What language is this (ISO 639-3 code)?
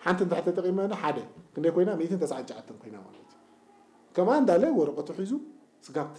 tir